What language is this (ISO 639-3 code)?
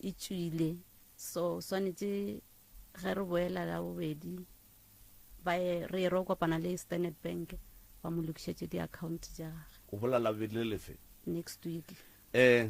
nso